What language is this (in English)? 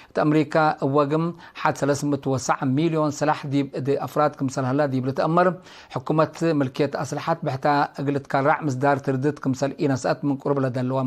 Tigre